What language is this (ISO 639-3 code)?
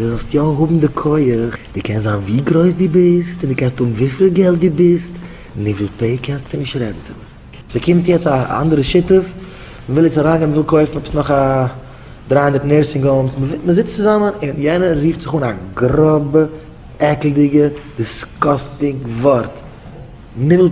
yid